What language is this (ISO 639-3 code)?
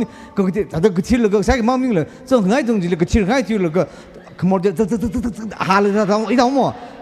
nmf